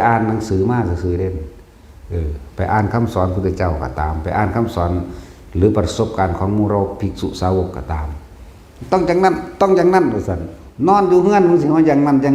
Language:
Northeastern Thai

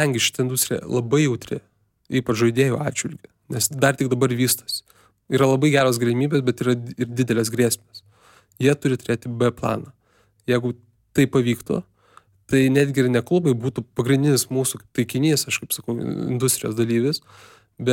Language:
Lithuanian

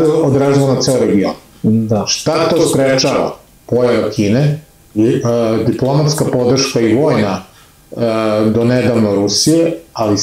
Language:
Serbian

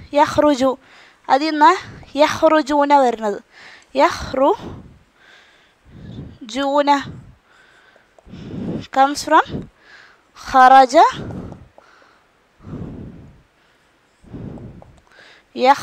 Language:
Malayalam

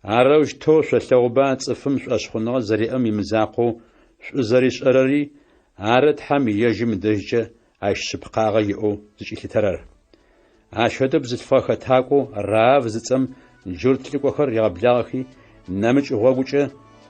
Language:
Adyghe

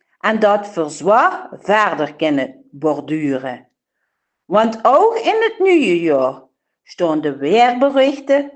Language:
Limburgish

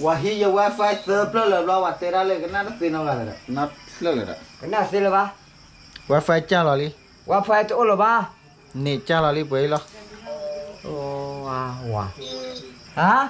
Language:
S'gaw Karen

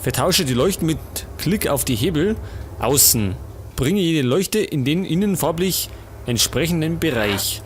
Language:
Bavarian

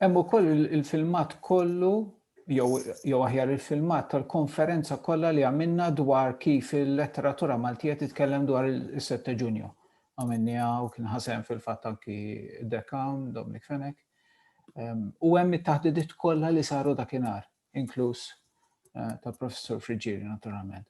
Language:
Maltese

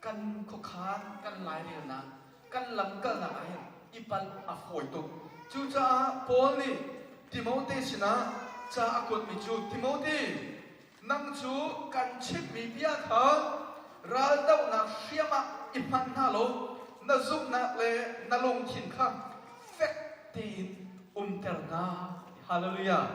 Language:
Hakha Chin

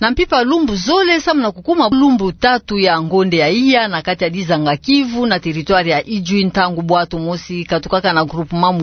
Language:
Kituba (Democratic Republic of Congo)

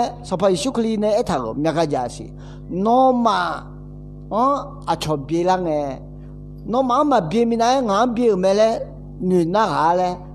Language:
Akha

